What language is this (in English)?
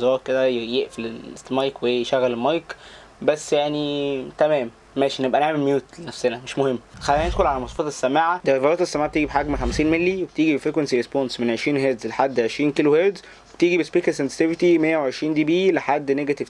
Egyptian Arabic